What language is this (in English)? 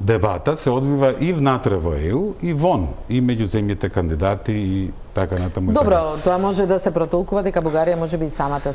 Macedonian